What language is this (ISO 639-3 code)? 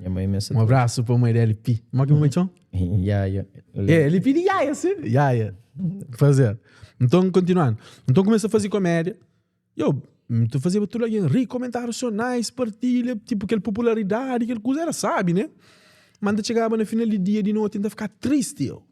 kea